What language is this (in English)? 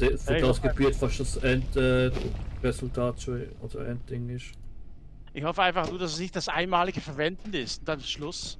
Swiss German